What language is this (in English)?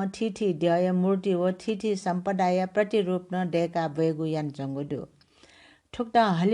Newari